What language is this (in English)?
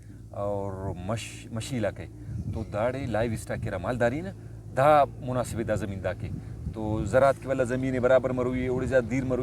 Brahui